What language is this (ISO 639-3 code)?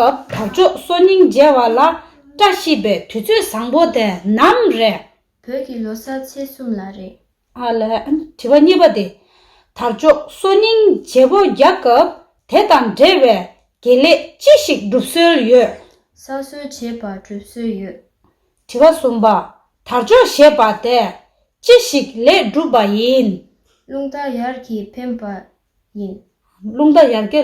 bod